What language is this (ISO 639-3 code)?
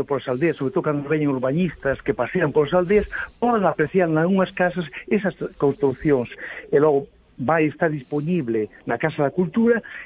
glg